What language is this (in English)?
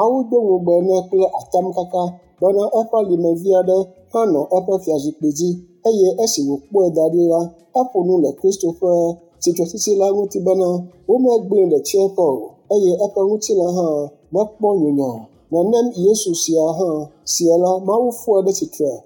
Ewe